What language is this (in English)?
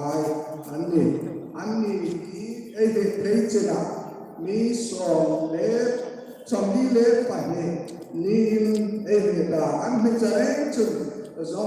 Hmar